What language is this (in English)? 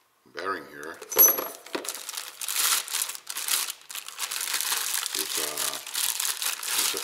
English